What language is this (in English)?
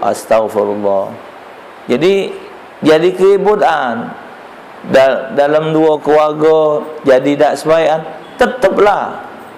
Musi